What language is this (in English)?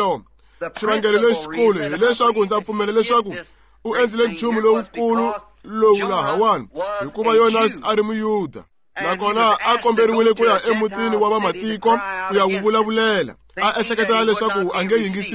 Tsonga